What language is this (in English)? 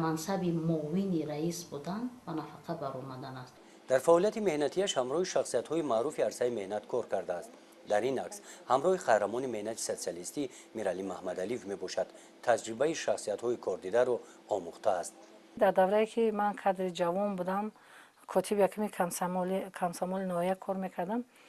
Tajik